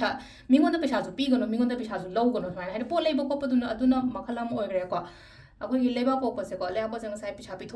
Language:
Manipuri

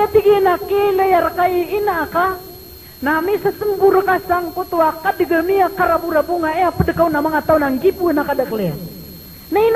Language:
Maranao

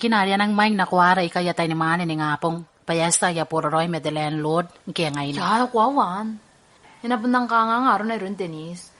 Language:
Gilbertese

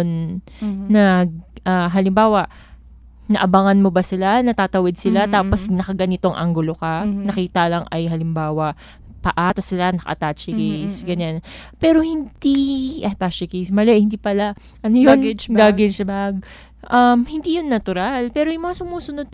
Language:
Filipino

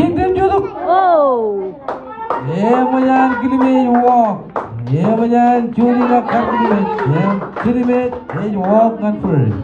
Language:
Marshallese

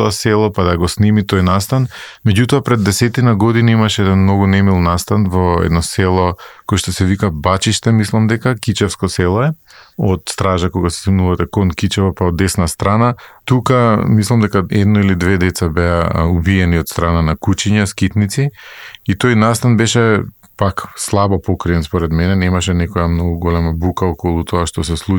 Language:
Macedonian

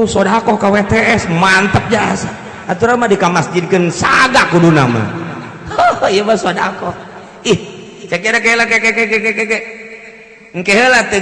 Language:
Sundanese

